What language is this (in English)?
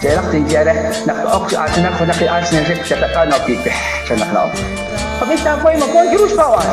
Kekchí